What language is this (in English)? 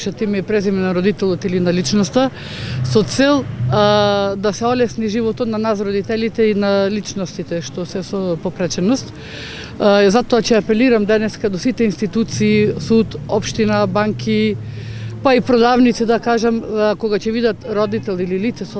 Macedonian